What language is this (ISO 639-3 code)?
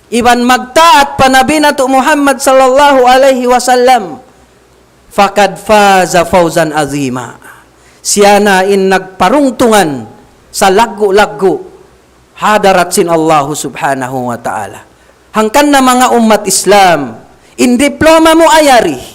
tsg